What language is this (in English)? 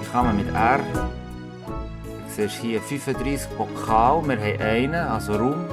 Swiss German